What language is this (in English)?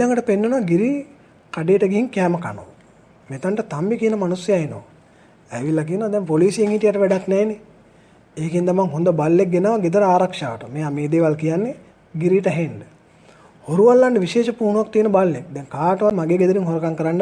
Sinhala